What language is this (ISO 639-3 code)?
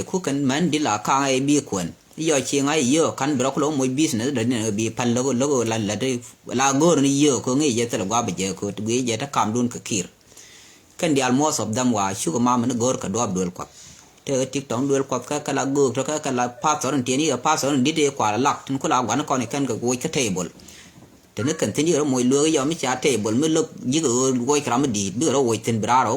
nus